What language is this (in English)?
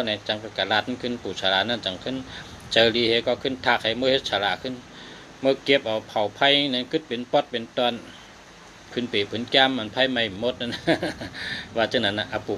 Shan